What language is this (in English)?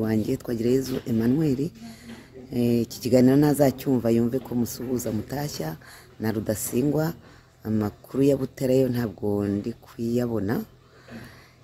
Kinyarwanda